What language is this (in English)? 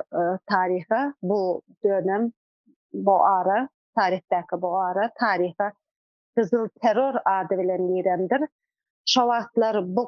Turkmen